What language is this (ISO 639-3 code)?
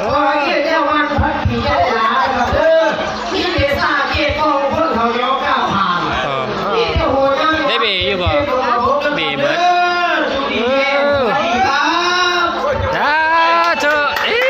tts